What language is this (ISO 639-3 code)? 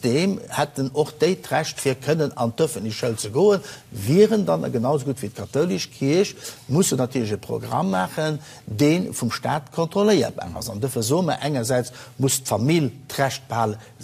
ltz